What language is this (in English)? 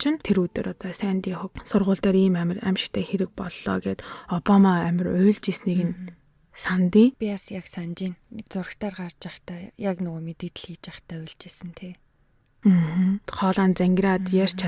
Mongolian